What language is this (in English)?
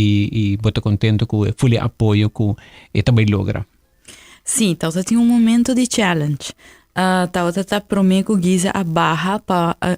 Papiamento